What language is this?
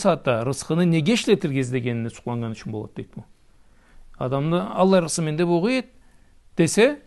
Karachay-Balkar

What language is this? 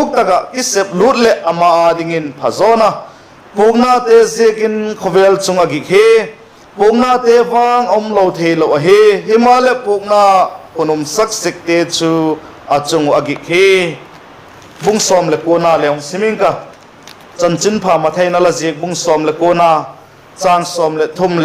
Vaiphei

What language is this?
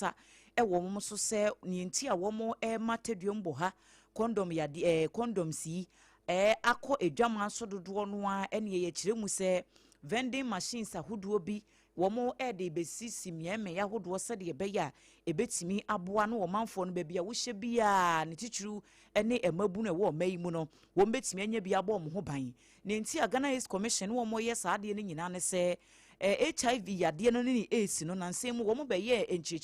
Akan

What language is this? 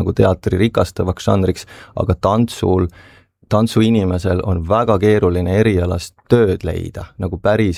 Estonian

